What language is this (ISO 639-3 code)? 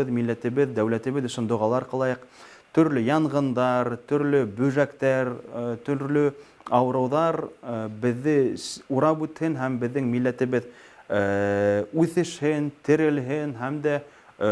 bak